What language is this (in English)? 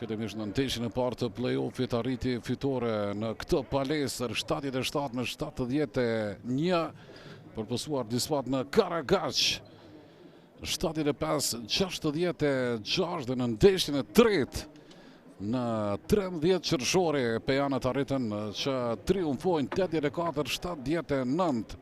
Albanian